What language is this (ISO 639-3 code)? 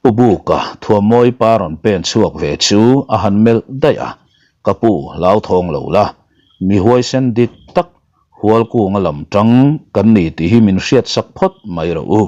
lus